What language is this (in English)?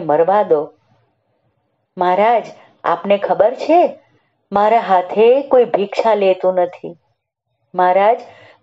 Gujarati